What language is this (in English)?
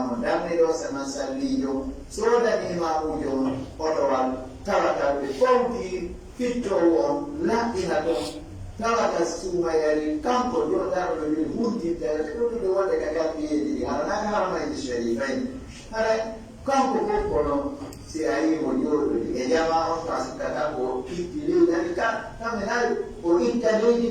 Pular